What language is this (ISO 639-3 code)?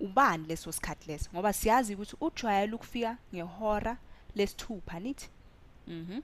zul